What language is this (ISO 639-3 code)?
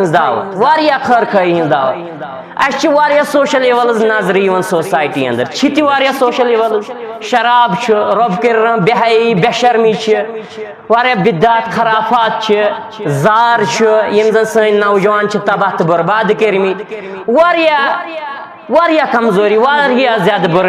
kas